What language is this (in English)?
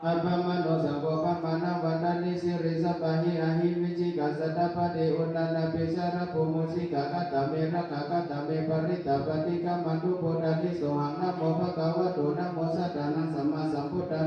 Pali